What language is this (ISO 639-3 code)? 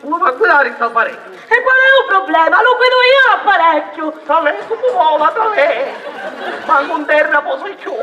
scn